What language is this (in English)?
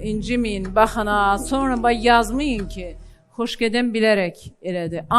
Azerbaijani